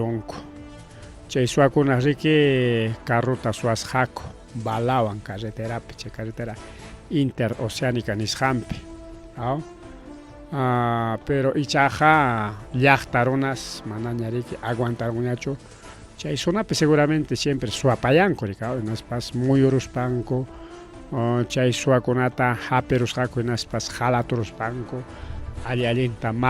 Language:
Ayacucho Quechua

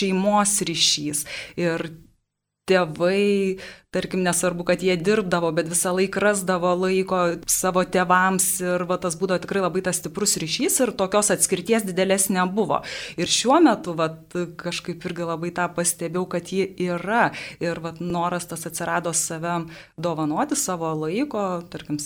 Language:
Lithuanian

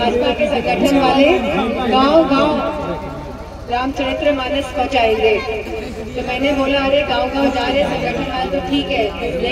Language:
Hindi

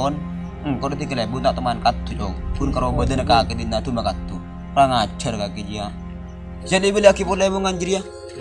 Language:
Madurese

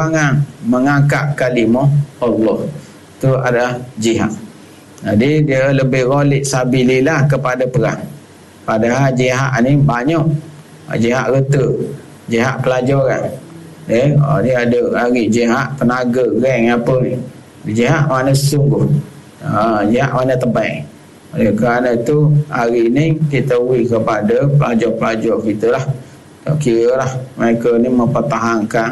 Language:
Malay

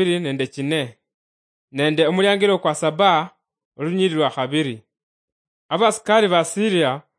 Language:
Luyia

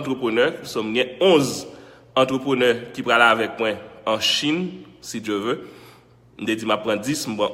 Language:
Haitian Creole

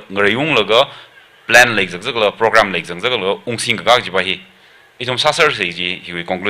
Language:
Tangkhul Naga (India)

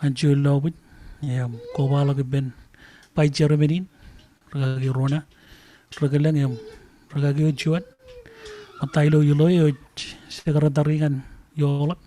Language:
Marshallese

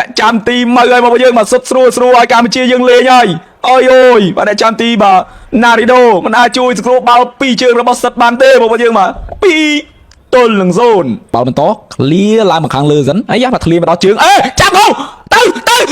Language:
Khmer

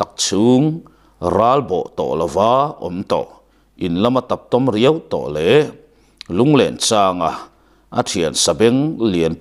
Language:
Mizo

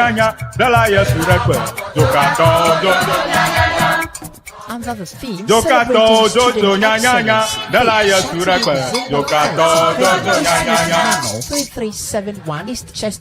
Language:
Ewe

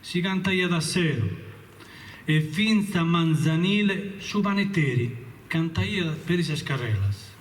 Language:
Sardinian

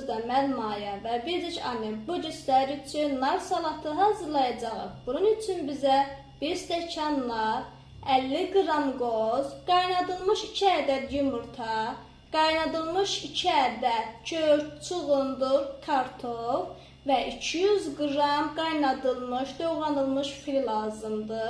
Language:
Azerbaijani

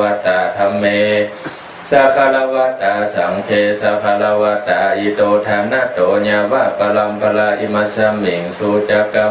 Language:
Pali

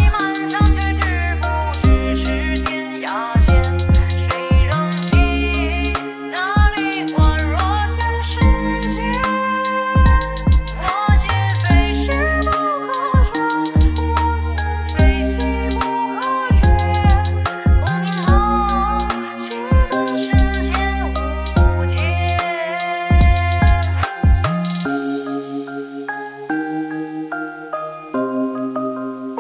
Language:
Chinese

